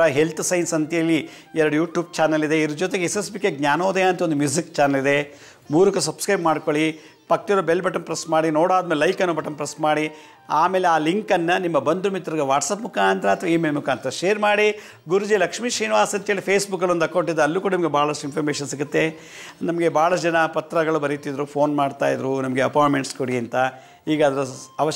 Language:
Kannada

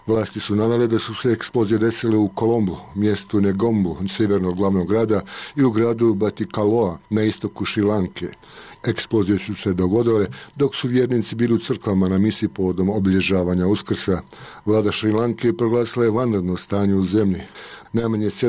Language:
Bosnian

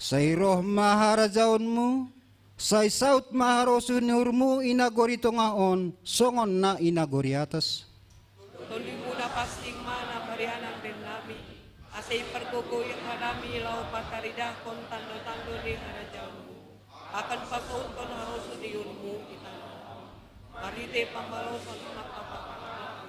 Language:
Batak Simalungun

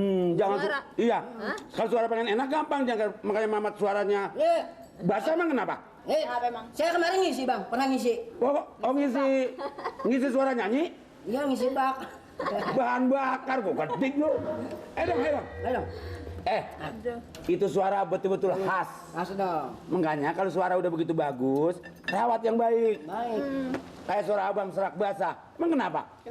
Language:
Betawi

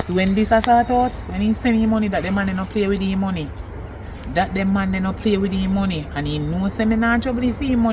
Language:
Jamaican Creole English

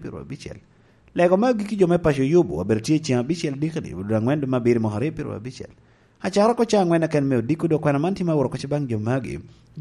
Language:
Lango (Uganda)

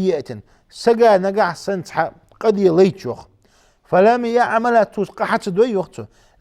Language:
Ingush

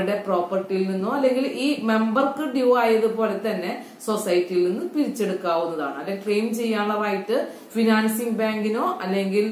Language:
Malayalam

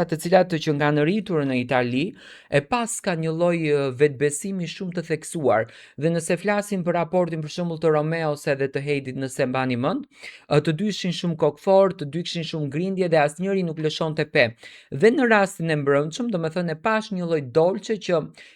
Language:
Albanian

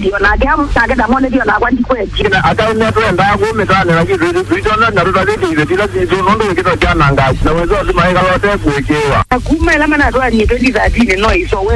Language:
Kamba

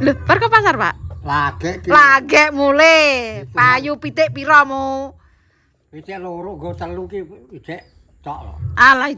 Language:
Javanese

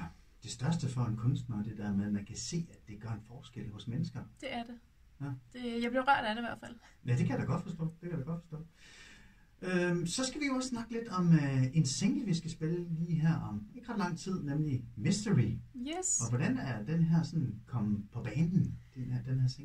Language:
Danish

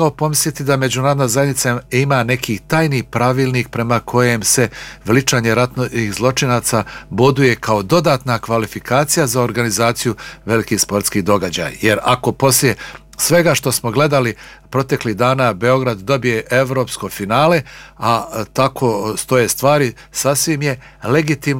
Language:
Bosnian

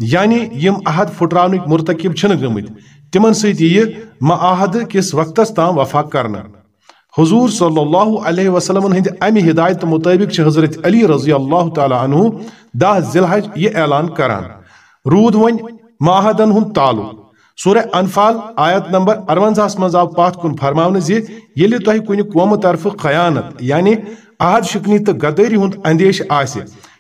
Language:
Kashmiri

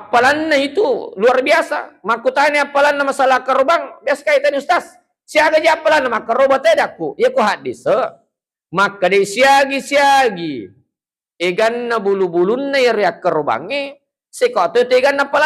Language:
Buginese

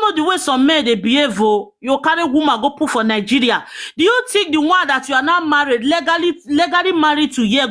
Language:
Nigerian Pidgin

